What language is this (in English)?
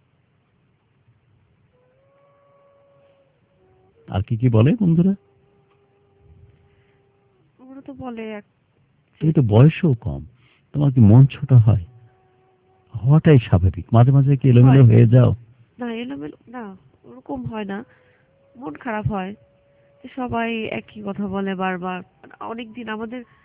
Bangla